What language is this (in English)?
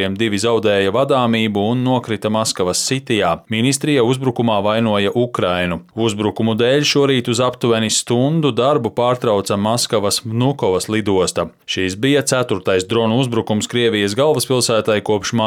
Latvian